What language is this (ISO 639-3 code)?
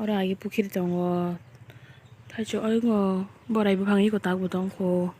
trp